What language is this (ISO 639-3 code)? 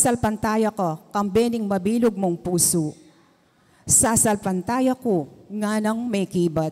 pam